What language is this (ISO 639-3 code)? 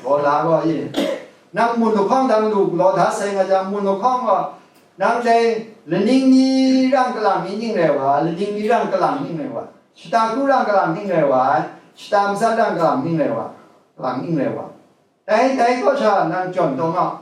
kac